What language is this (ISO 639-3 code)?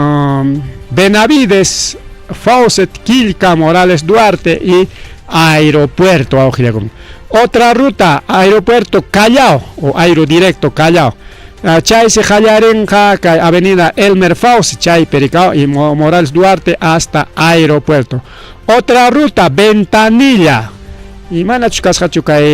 quy